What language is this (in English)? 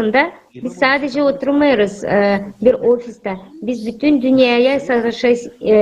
Gagauz